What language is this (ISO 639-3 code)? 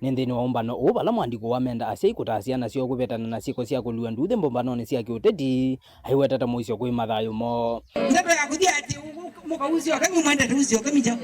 kam